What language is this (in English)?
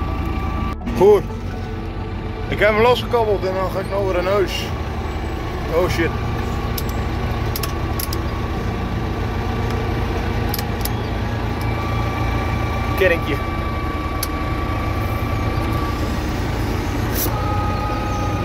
Dutch